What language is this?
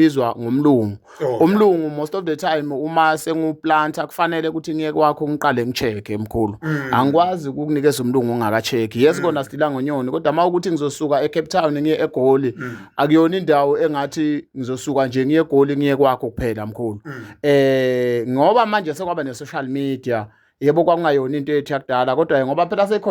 Zulu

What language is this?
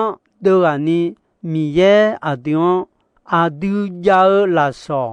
Akha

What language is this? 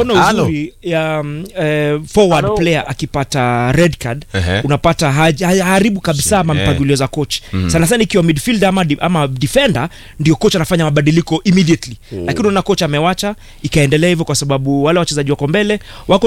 Swahili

